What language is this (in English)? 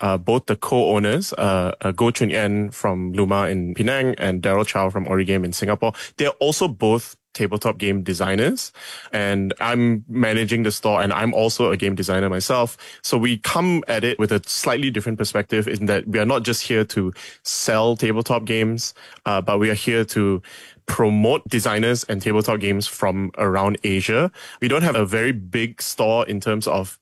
English